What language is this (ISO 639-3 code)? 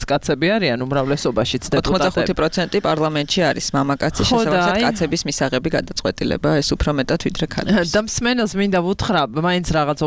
kat